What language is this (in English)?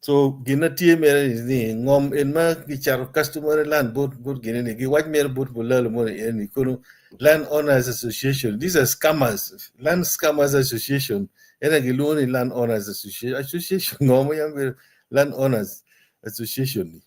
Acoli